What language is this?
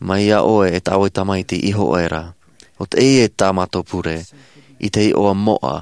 Tahitian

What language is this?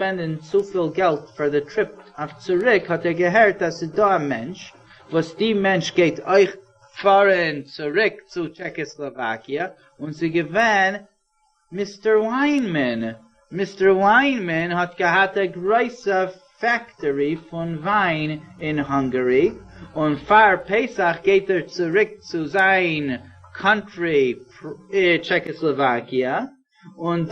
Yiddish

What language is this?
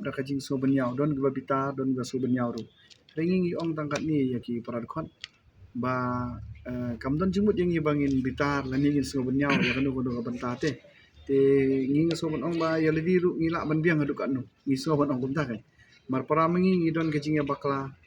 Khasi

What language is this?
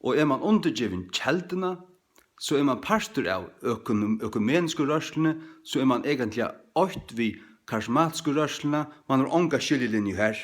Faroese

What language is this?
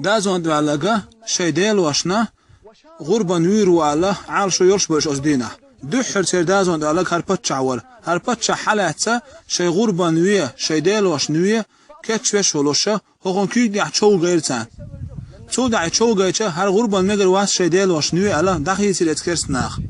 Chechen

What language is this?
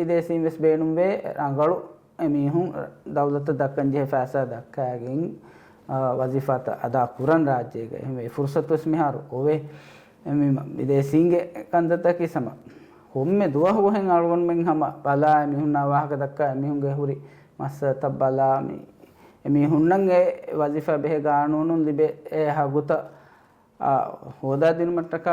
Divehi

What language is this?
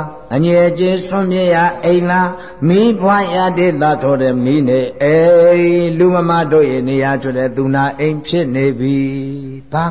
Burmese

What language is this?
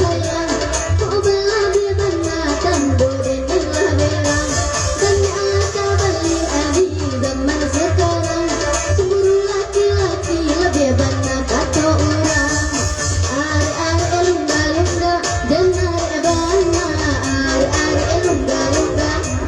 Minangkabau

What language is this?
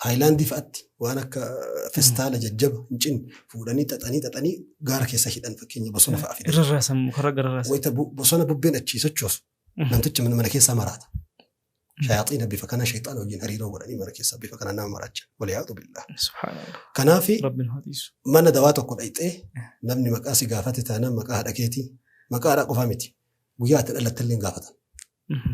Oromo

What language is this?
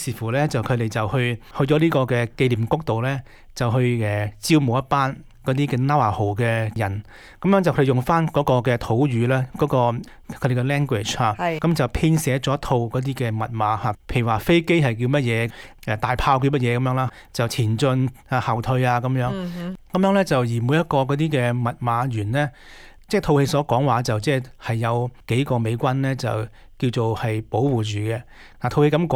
Cantonese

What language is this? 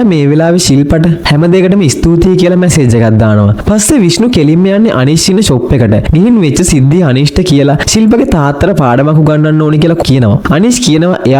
Sinhala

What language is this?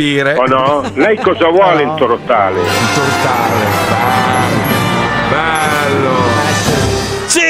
Italian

